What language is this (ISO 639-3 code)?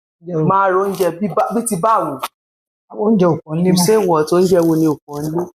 yor